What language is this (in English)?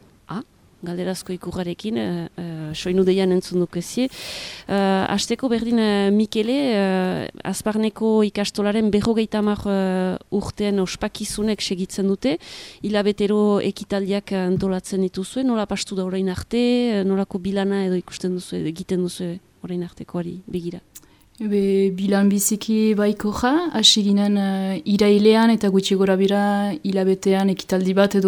Basque